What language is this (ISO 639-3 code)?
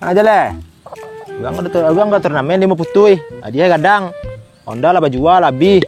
min